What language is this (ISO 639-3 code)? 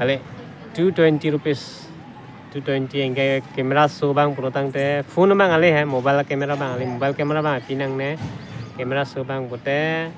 mjw